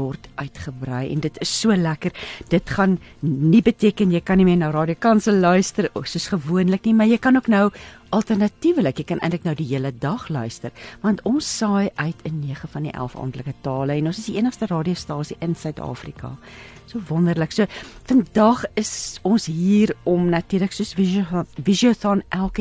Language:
Afrikaans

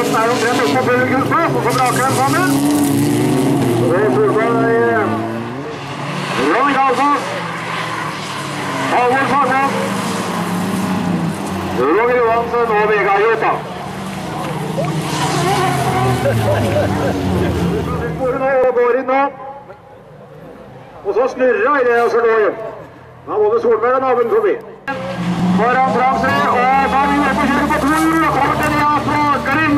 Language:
Norwegian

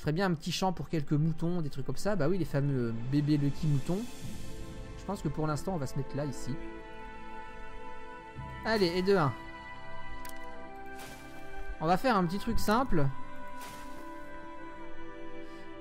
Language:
French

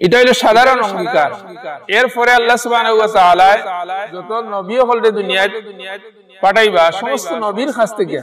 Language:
Sylheti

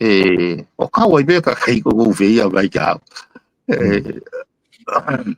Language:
Tongan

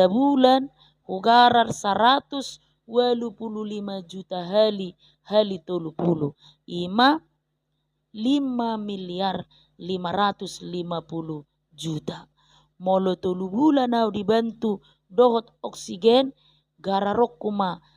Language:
Batak Toba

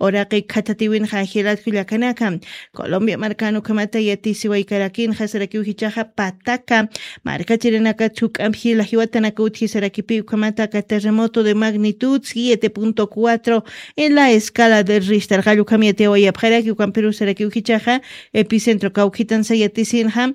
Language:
Aymara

